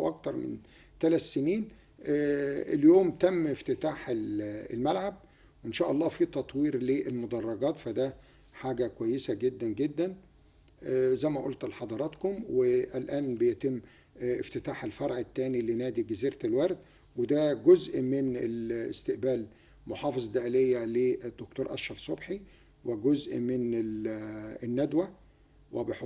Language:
Egyptian Arabic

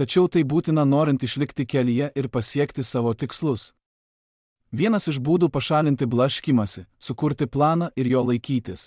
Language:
Lithuanian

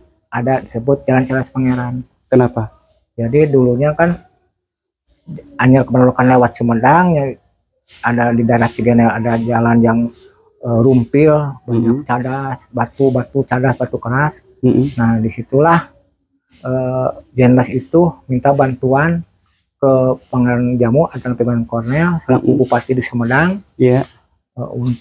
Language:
Indonesian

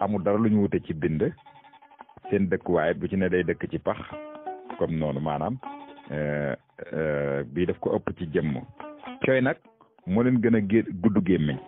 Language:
Wolof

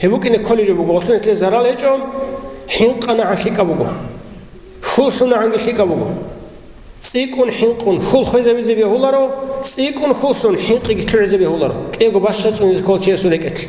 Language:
Avaric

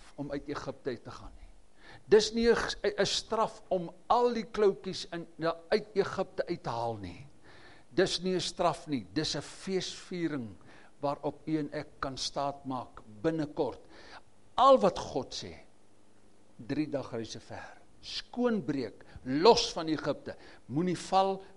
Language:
Afrikaans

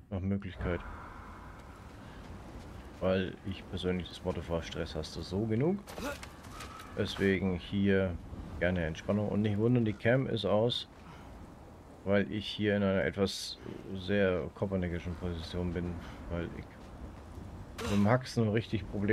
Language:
German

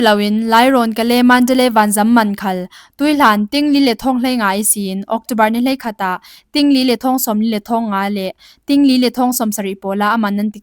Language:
Falam Chin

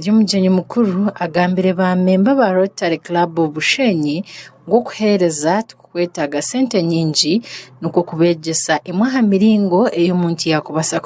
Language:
Nyankole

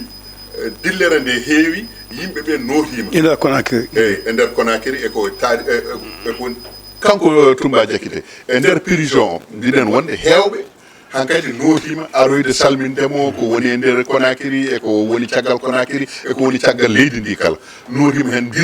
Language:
Fula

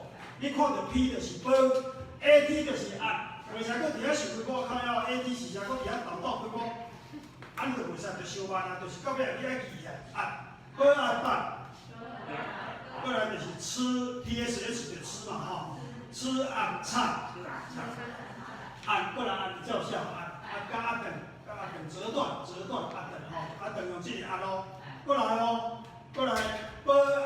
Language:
Min Nan Chinese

